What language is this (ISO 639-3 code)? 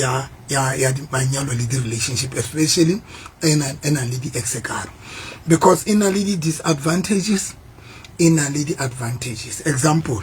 sot